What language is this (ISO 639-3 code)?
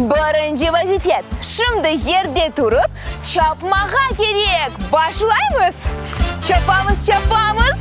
crh